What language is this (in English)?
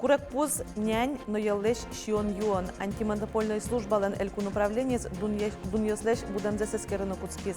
Udmurt